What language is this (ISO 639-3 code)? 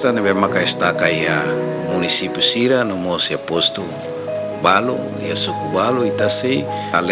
tet